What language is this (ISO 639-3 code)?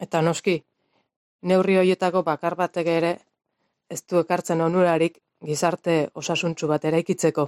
eus